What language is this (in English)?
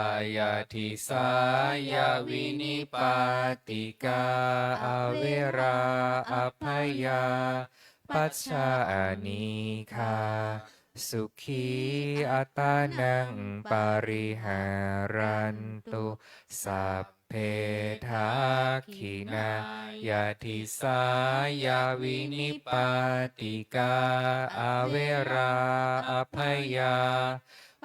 Pali